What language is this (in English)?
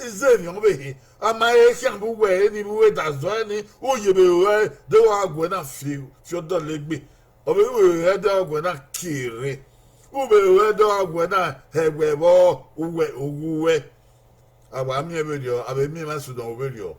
Bini